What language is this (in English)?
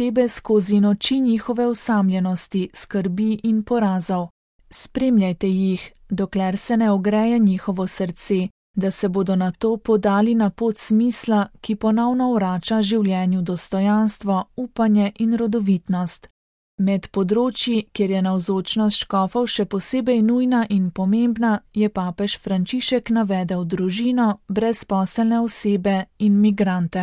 Slovenian